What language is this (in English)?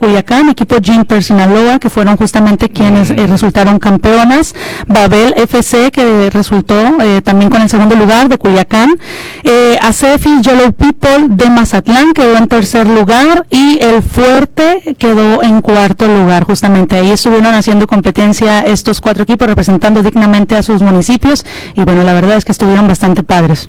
Spanish